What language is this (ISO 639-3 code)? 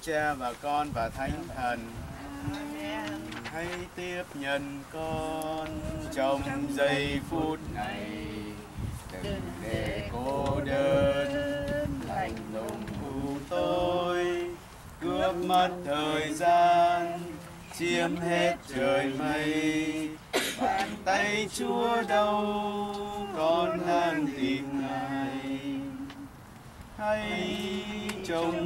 vie